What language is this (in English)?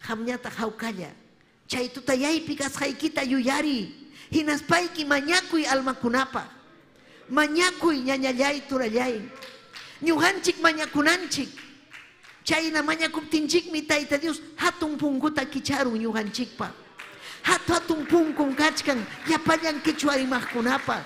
Ayacucho Quechua